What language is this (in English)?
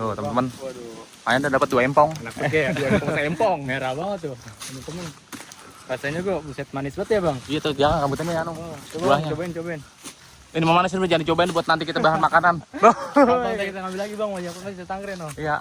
Betawi